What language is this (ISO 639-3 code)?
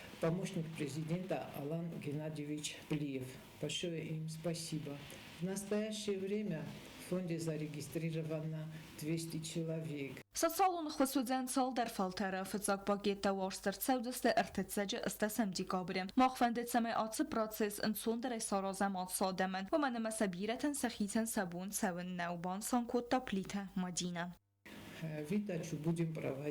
oss